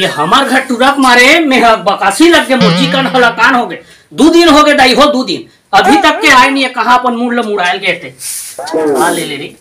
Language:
Chhattisgarhi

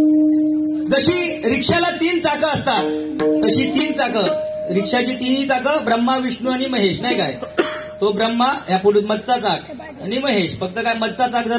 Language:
Marathi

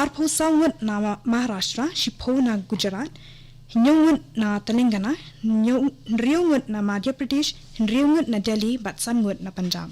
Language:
Khasi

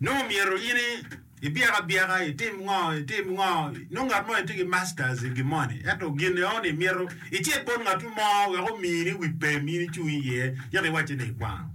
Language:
Acoli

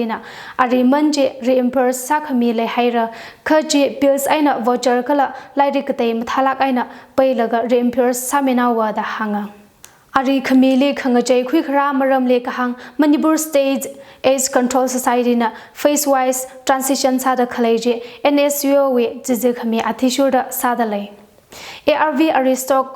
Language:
Tangkhul Naga (India)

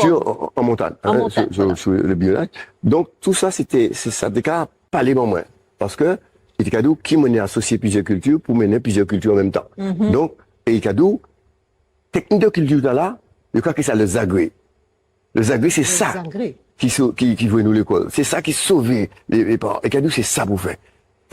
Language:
Guadeloupean Creole French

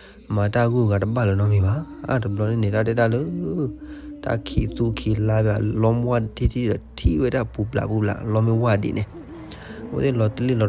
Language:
S'gaw Karen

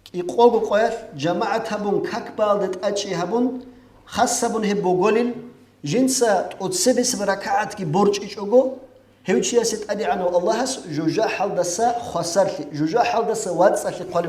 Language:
Avaric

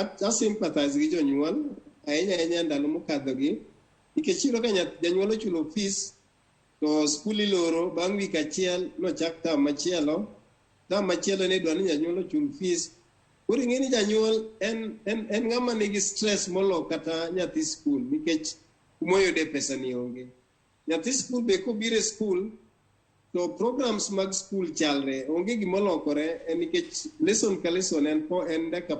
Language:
Luo (Kenya and Tanzania)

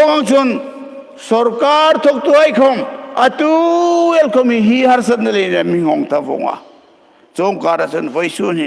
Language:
Hmar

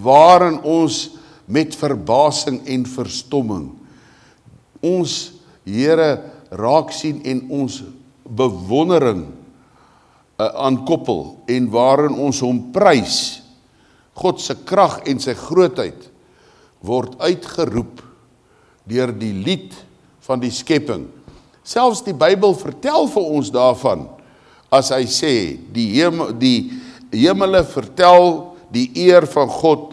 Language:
Afrikaans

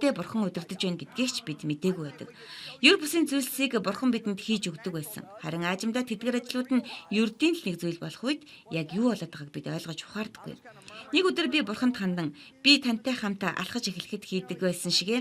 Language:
Mongolian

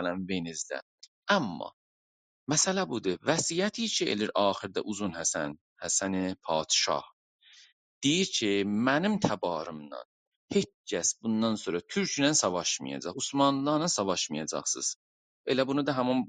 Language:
South Azerbaijani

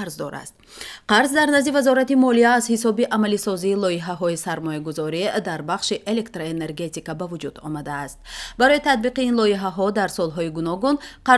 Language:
Tajik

